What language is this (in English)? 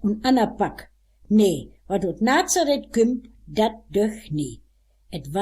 Westphalien